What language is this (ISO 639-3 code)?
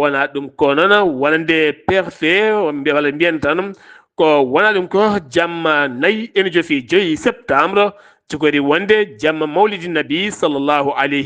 ful